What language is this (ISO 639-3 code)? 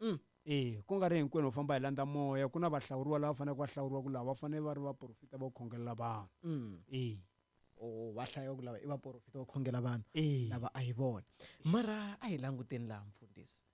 tso